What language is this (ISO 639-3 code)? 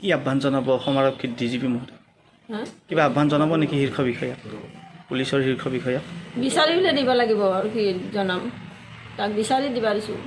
asm